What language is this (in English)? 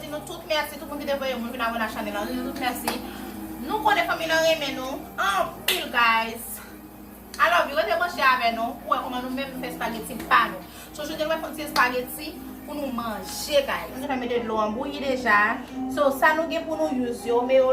Haitian Creole